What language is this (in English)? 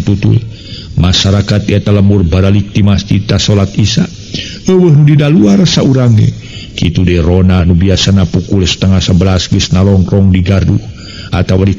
Sundanese